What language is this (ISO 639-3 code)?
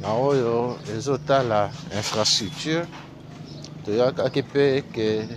lin